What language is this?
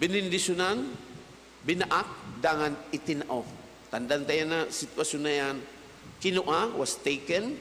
Bikol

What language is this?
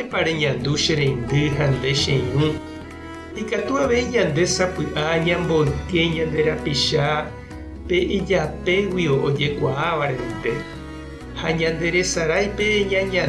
Guarani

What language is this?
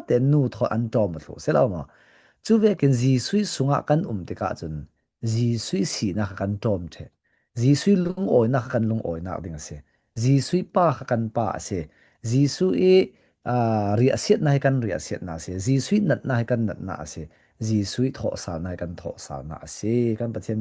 Falam Chin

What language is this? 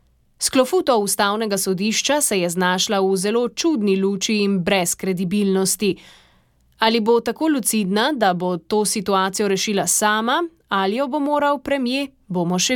Slovenian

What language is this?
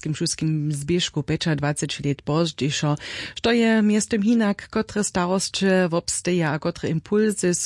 Upper Sorbian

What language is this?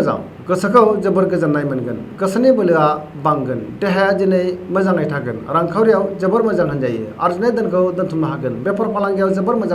Bodo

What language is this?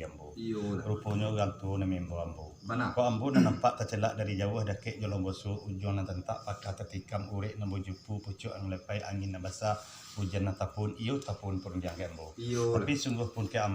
Minangkabau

